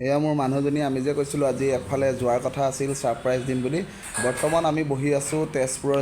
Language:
Assamese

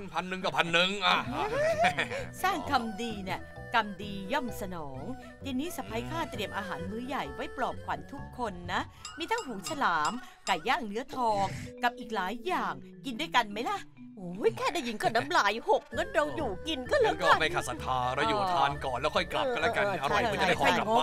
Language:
Thai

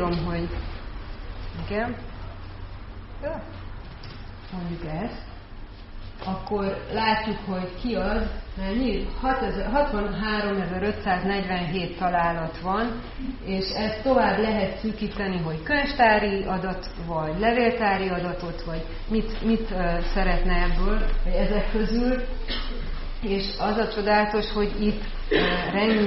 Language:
Hungarian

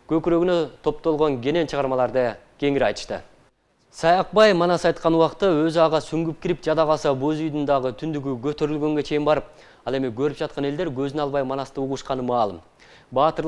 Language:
Kyrgyz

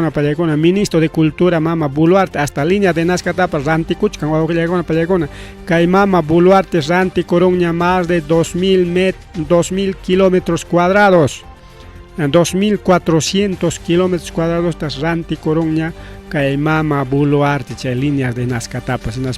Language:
Ayacucho Quechua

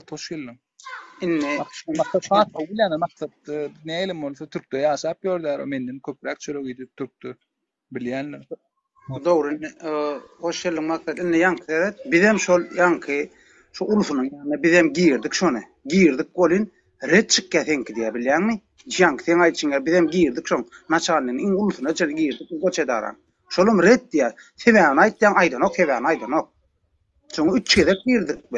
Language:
Turkmen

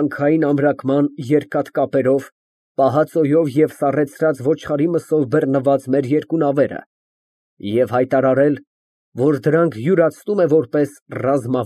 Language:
Armenian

